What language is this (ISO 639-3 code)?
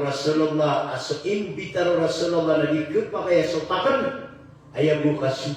mrw